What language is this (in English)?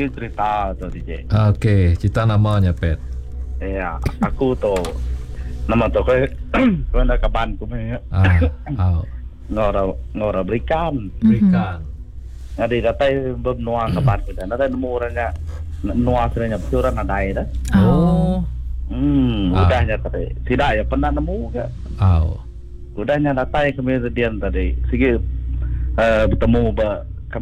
Iban